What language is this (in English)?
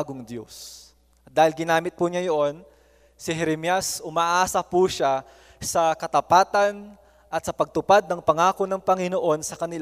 Filipino